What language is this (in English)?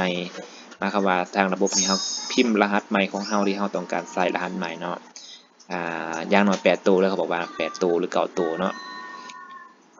Lao